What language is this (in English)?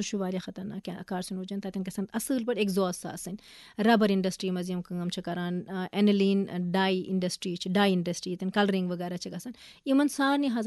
Kashmiri